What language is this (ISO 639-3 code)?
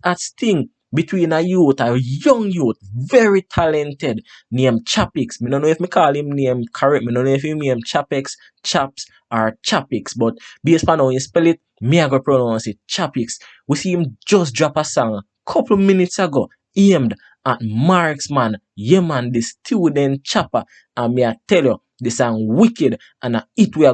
jam